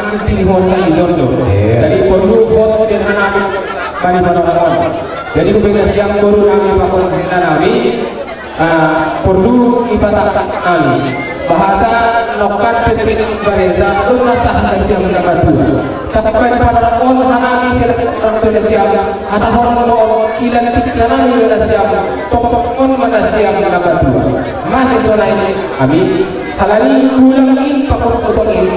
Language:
Batak Simalungun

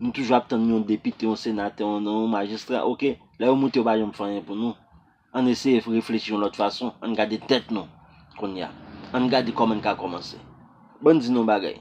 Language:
Haitian Creole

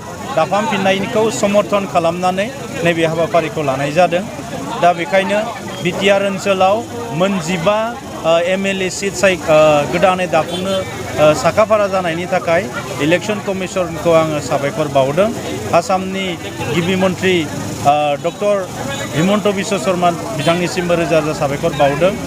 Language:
Bodo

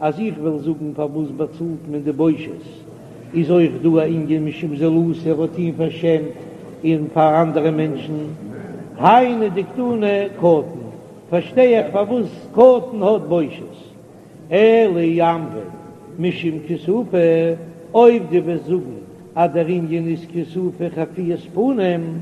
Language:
Yiddish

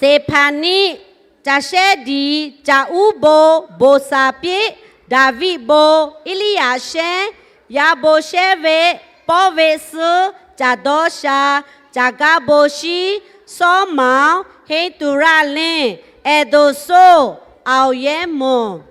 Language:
Lahu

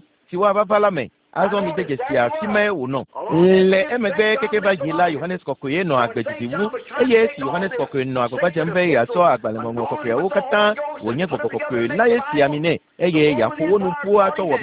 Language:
Ewe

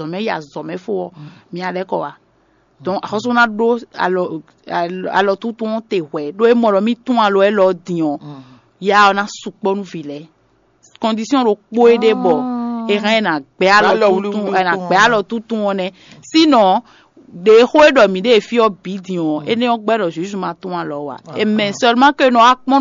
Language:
Fon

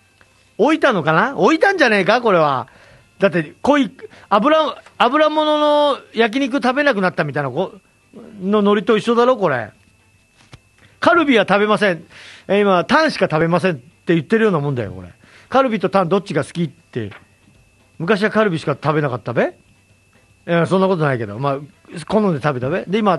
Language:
Japanese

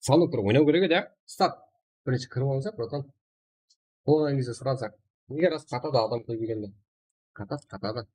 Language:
Kara-Kalpak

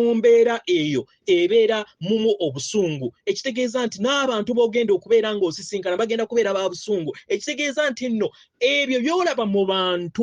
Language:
Ganda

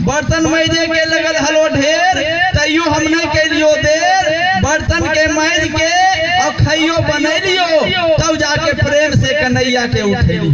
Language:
Magahi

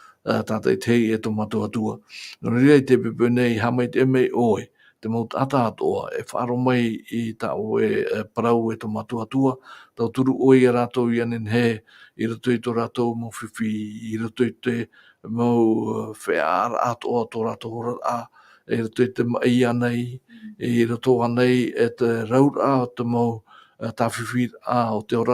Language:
Tahitian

